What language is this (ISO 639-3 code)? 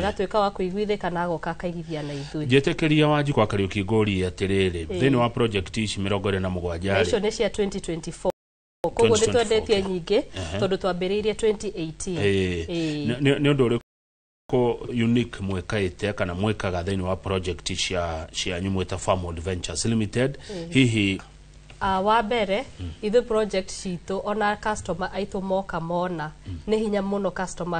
kik